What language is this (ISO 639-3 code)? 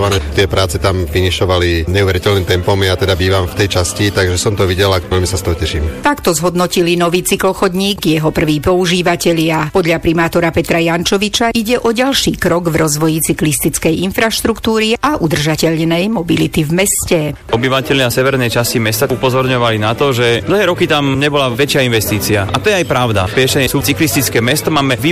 slk